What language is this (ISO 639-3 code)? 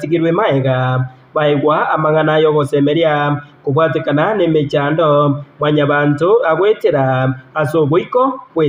guz